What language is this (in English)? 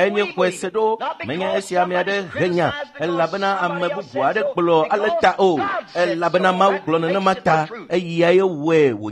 Ewe